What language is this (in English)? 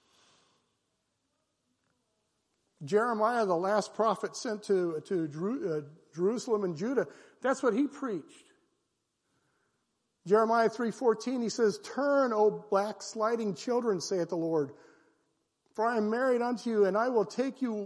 English